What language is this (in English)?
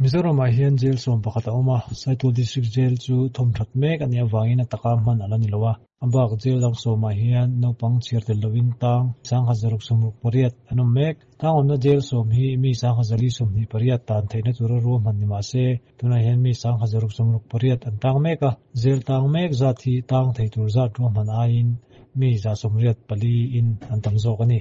Mizo